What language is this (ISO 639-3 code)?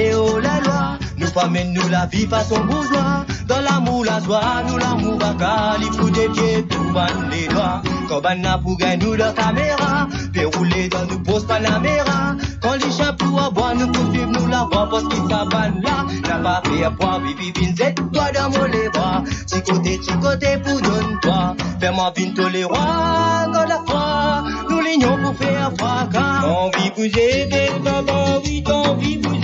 mfe